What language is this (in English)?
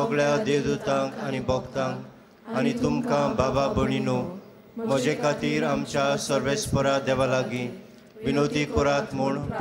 Konkani